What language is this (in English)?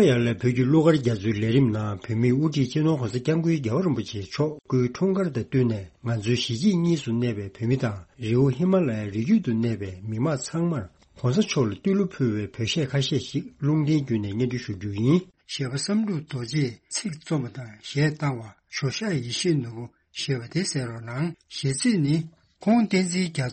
Tibetan